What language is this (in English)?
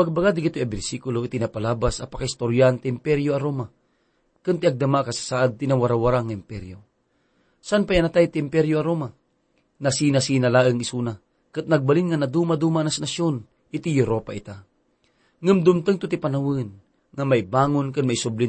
Iloko